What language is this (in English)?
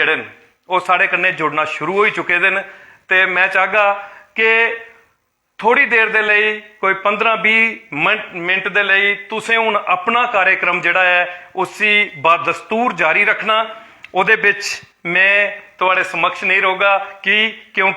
Dogri